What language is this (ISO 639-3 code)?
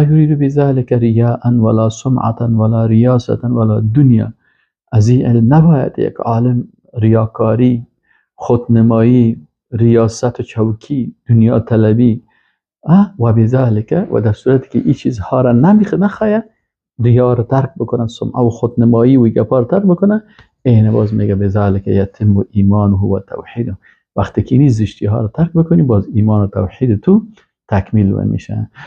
fas